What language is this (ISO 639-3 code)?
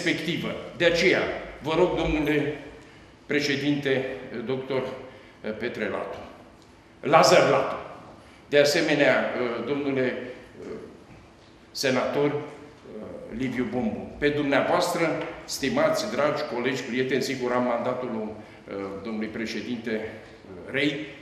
ron